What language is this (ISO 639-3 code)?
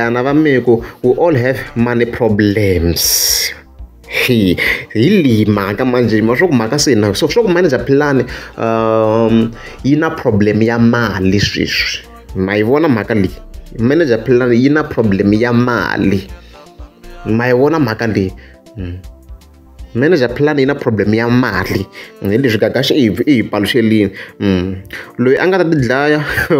tso